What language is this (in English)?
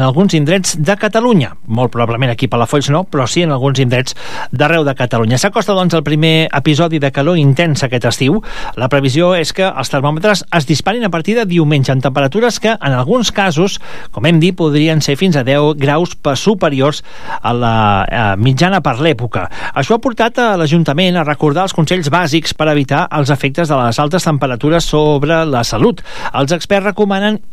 Catalan